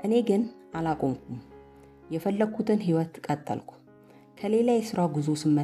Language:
Amharic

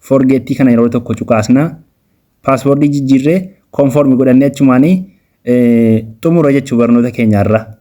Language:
Oromo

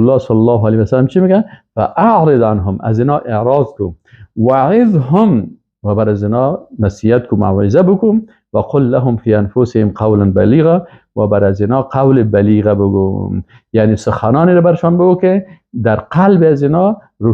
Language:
Persian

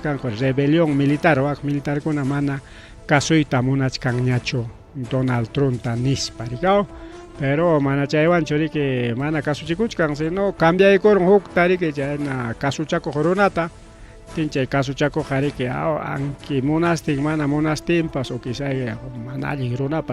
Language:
Ayacucho Quechua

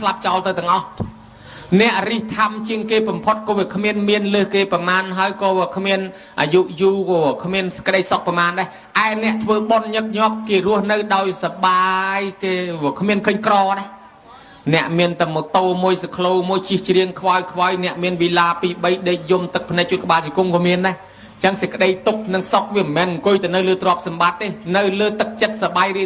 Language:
Khmer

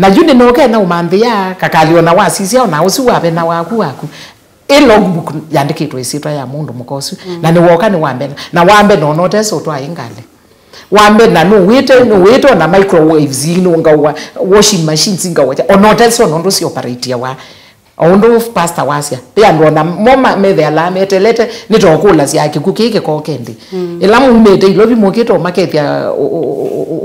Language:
Kamba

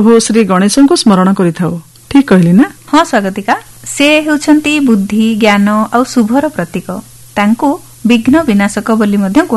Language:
Odia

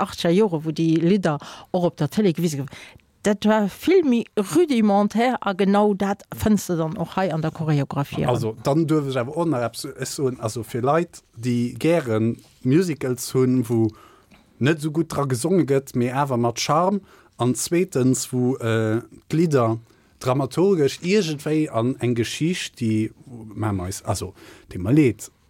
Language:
Luxembourgish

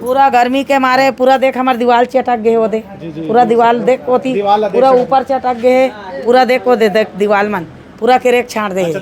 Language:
Chhattisgarhi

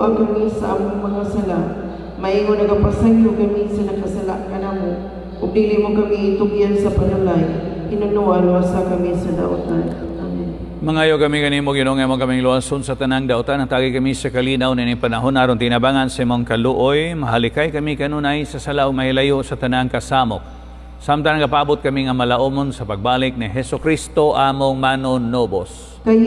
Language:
Cebuano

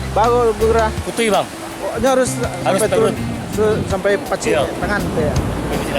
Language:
Minangkabau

